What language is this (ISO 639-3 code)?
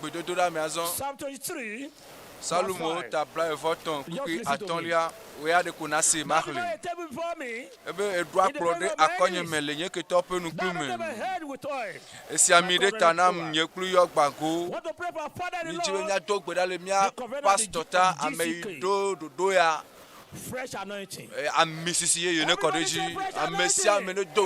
ewe